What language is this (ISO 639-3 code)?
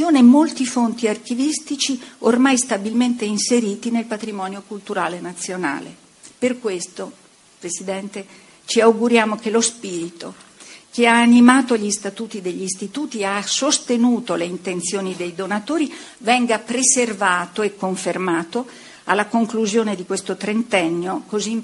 ita